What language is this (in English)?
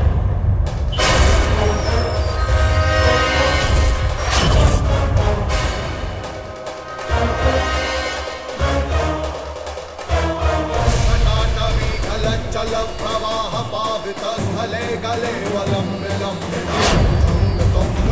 Bhojpuri